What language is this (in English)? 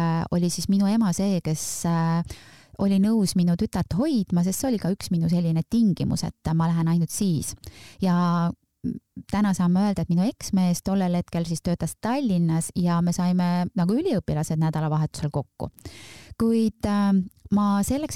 Estonian